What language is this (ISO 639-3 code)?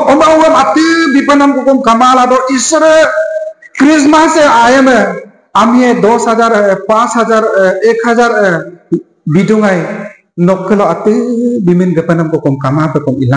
adi